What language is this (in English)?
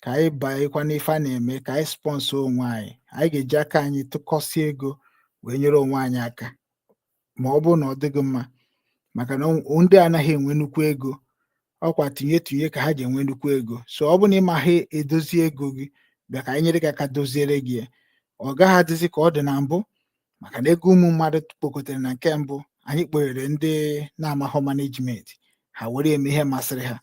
Igbo